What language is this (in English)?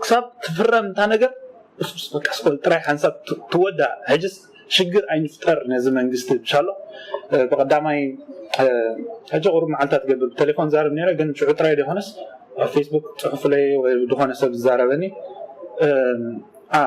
Tigrinya